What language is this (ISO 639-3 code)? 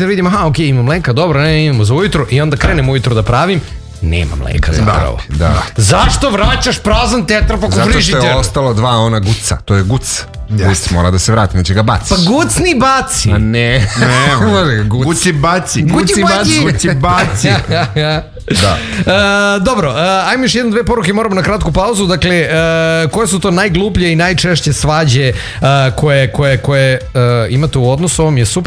srp